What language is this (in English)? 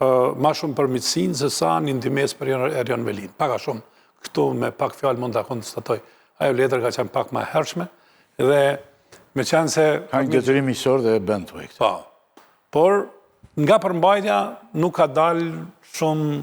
Albanian